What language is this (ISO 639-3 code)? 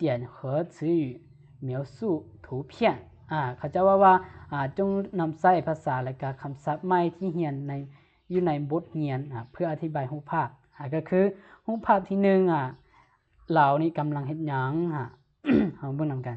lao